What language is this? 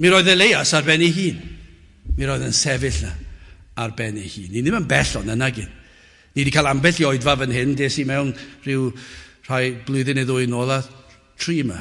Welsh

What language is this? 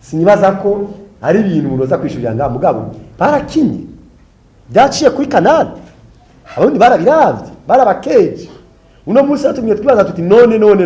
Rundi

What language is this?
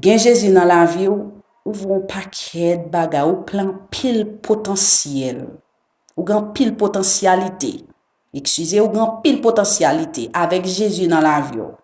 Haitian Creole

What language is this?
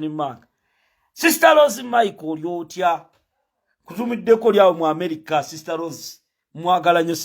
Ganda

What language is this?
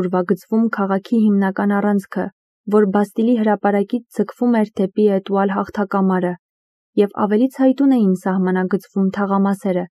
Armenian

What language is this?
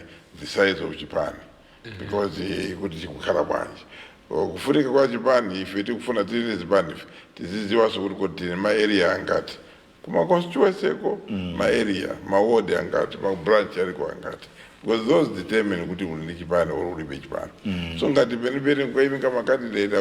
Nyanja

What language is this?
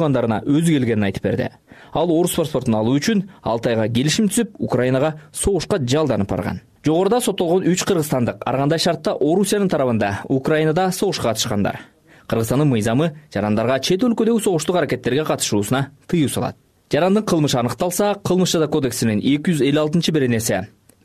Kyrgyz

